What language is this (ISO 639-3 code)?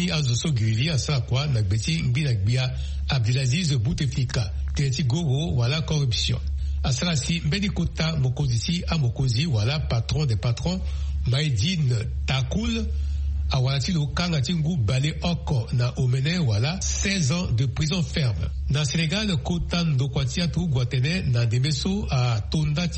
sag